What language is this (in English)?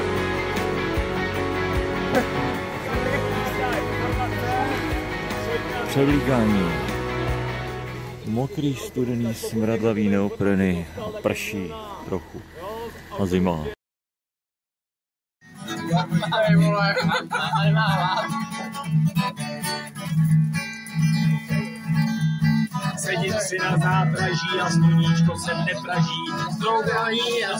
Czech